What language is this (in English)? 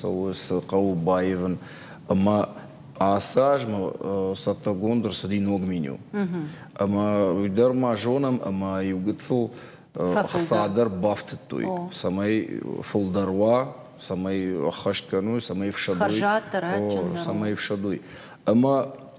Ossetic